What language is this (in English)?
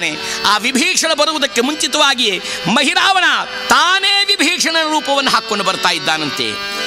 Kannada